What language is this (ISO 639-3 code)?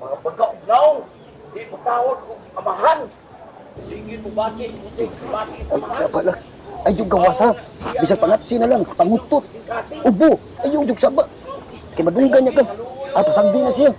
ceb